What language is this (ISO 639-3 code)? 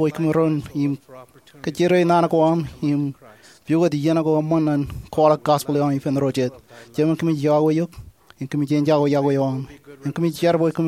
mah